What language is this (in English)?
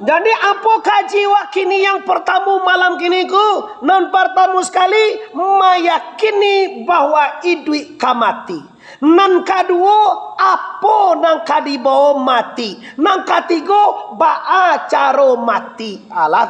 Minangkabau